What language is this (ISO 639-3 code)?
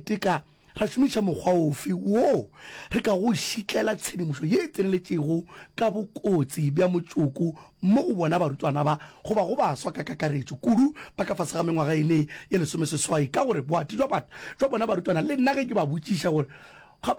nso